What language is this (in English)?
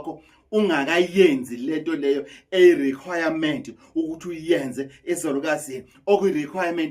Zulu